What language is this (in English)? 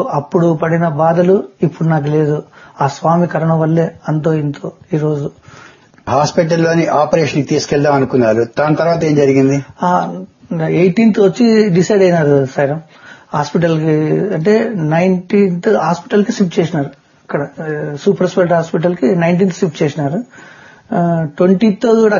Telugu